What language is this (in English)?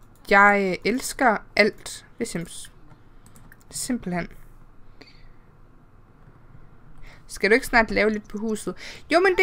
Danish